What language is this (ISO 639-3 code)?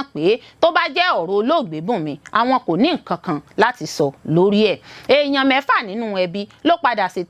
yor